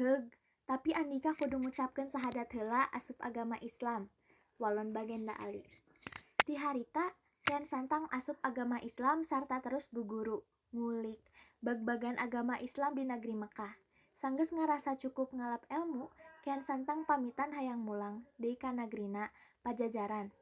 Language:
Sundanese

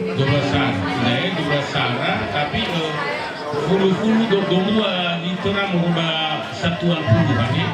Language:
Nias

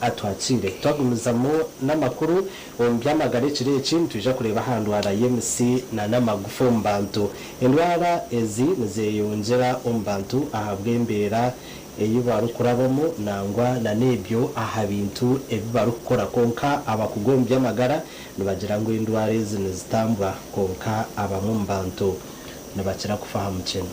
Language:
Nyankole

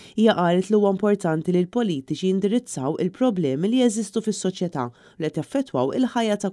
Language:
Maltese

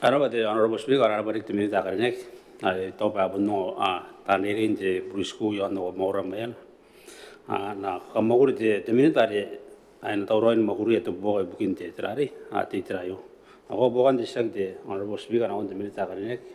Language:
Gilbertese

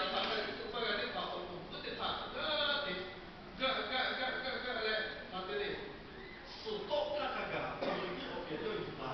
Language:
Lahu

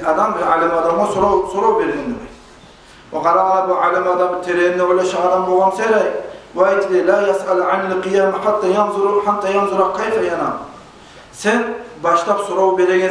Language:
Kumyk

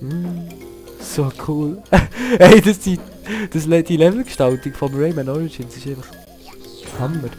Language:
Swiss German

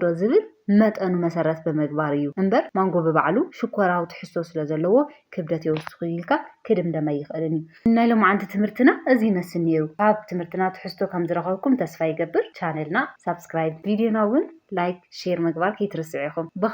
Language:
Tigrinya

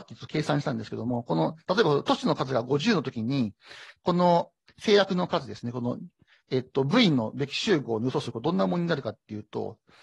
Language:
Japanese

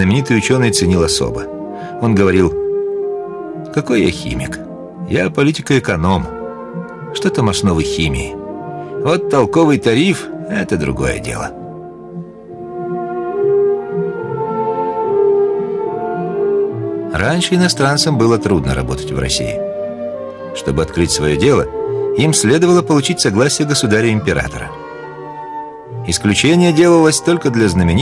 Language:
Russian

